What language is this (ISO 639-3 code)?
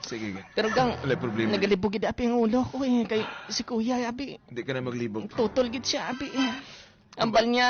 hil